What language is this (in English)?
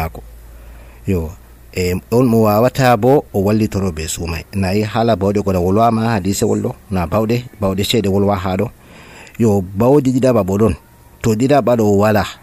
Nigerian Fulfulde